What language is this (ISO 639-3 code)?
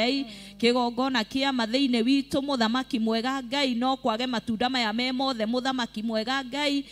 kik